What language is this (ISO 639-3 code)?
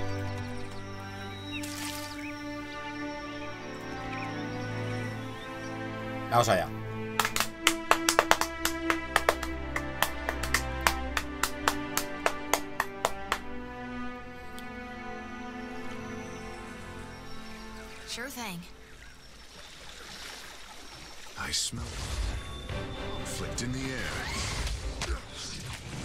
spa